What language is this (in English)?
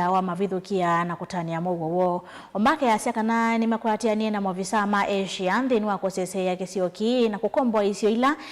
Kamba